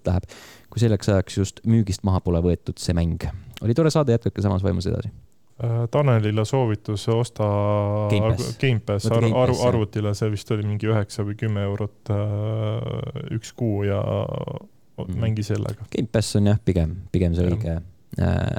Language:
Estonian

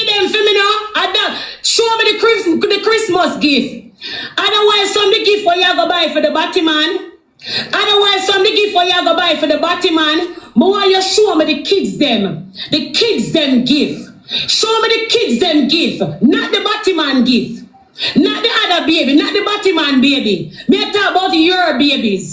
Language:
Jamaican Creole English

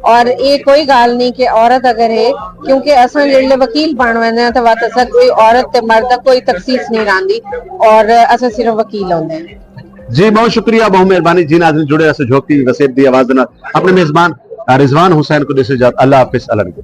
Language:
Saraiki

